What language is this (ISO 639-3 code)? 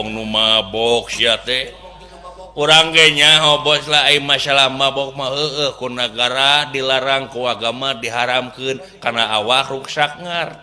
sun